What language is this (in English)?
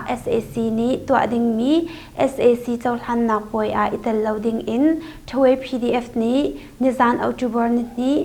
Hakha Chin